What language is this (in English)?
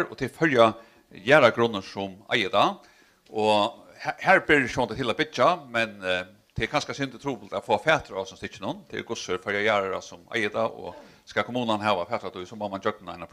Faroese